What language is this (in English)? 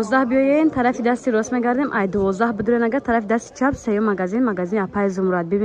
Tajik